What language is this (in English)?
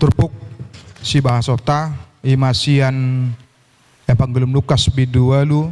Batak Toba